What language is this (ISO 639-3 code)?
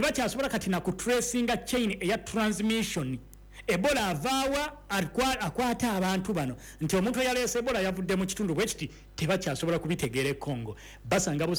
lug